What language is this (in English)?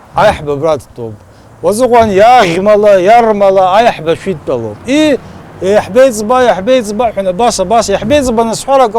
Abkhazian